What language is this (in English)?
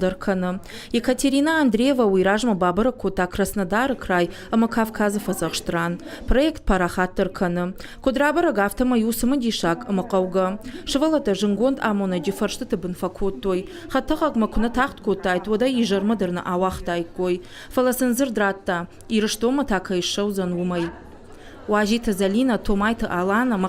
Ossetic